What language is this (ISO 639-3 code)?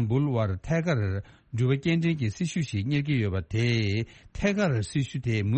bod